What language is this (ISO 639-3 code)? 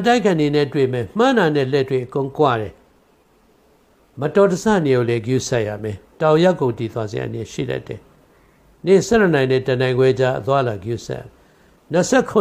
mya